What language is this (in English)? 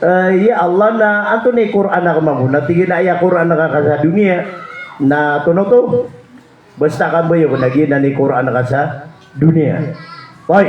Maranao